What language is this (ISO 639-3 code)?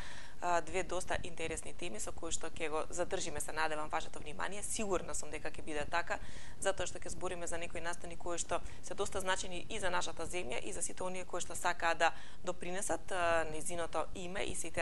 mkd